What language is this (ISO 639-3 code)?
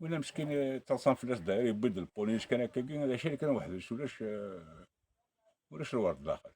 kab